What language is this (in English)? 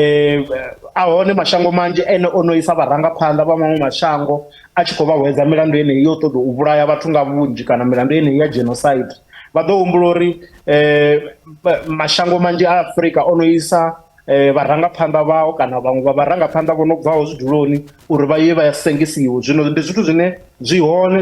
Venda